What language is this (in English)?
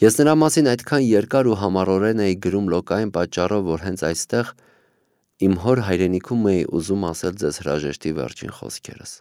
Armenian